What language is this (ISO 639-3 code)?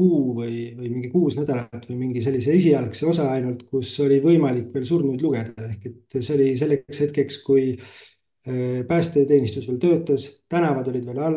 est